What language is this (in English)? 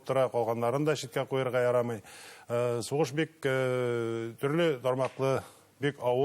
Bashkir